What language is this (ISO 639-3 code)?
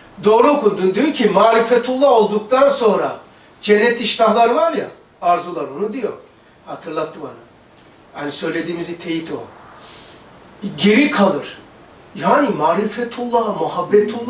tur